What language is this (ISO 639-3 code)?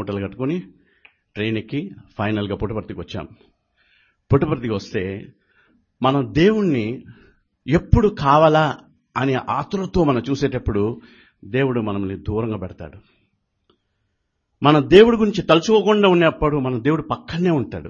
tel